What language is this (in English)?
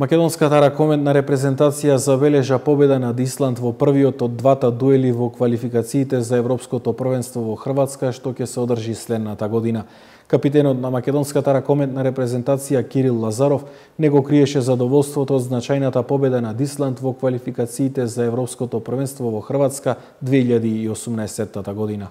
Macedonian